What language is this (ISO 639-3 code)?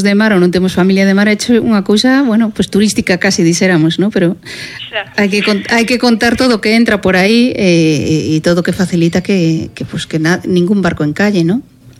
glg